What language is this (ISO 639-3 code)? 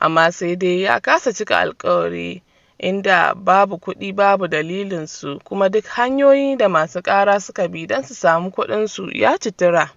hau